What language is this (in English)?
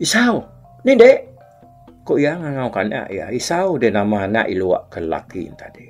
Iban